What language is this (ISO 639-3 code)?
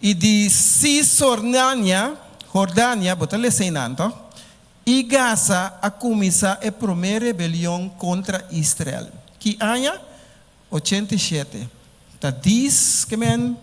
pap